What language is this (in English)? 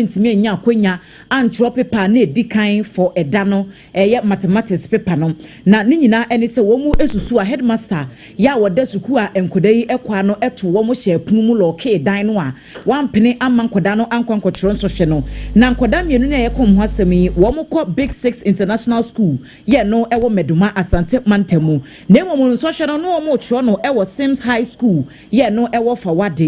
Akan